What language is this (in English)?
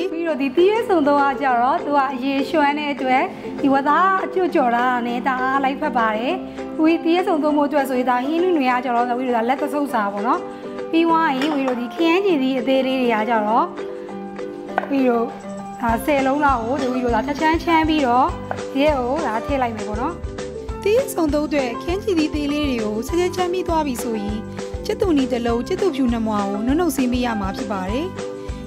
Burmese